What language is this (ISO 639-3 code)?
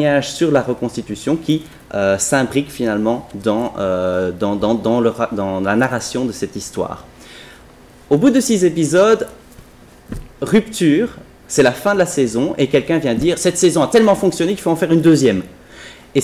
fra